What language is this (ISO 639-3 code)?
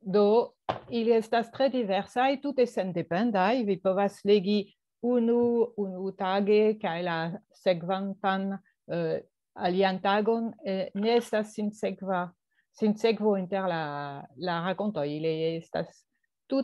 epo